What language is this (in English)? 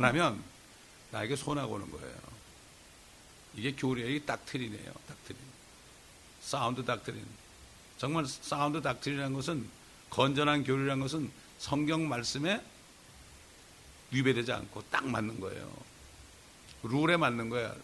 Korean